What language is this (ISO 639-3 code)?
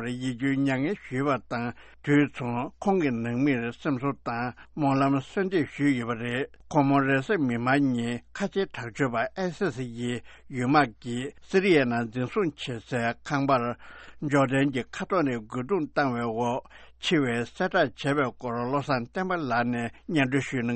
bod